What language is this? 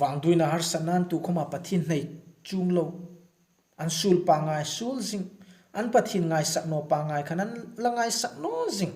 Hmar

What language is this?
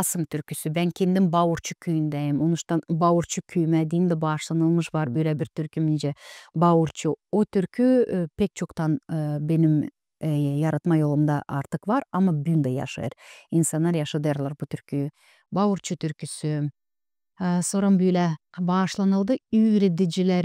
Gagauz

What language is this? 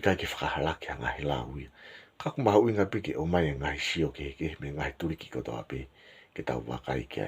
Tongan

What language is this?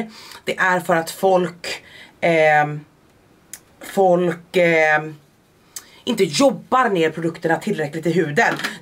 Swedish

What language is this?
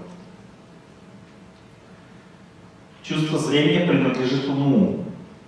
Russian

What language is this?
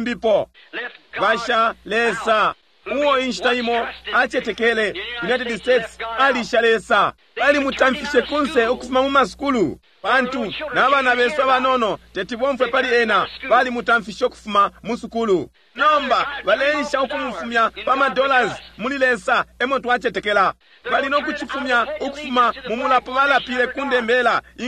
Bemba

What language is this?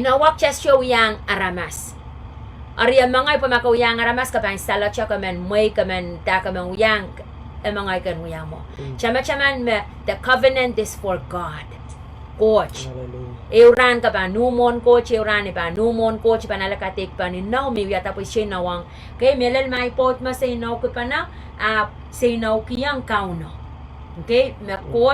Pohnpeian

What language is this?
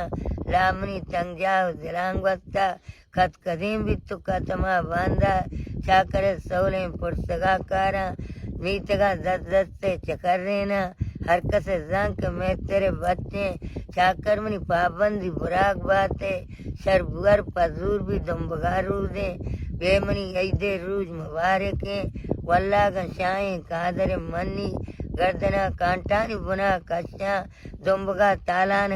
Baluchi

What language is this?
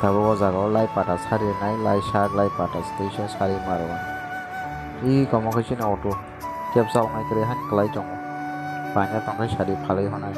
Kok Borok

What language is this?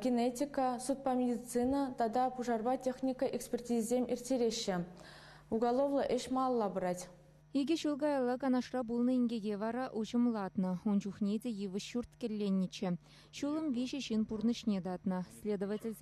Chuvash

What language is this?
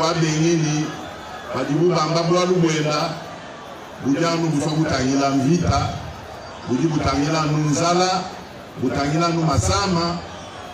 Luba-Lulua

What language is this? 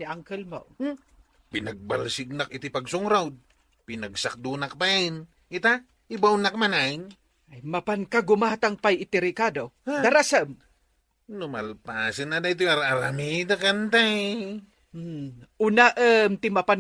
Iloko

